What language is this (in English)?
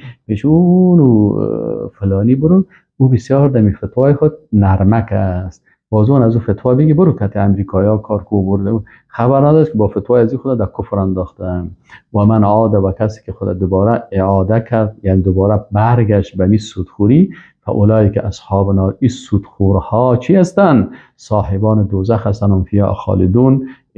Persian